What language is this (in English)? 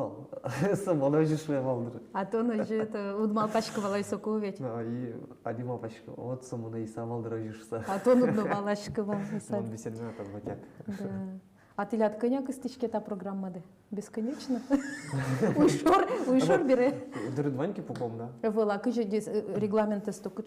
Udmurt